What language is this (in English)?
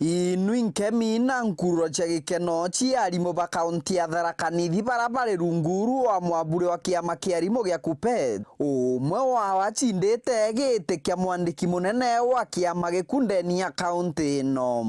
Meru